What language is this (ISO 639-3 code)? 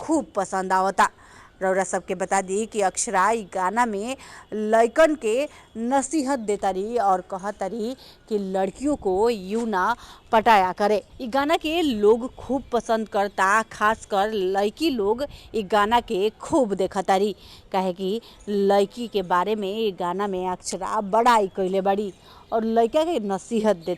bho